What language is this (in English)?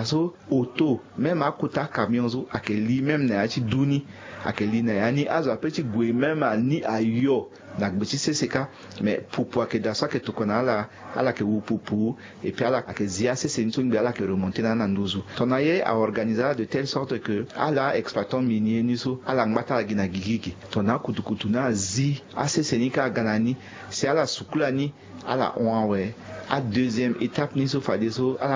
Sango